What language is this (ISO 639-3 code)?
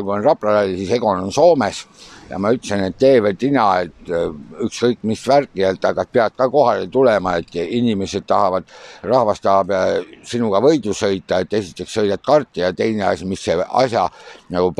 est